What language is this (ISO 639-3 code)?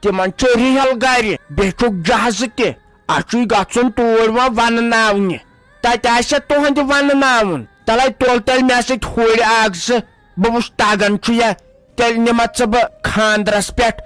kas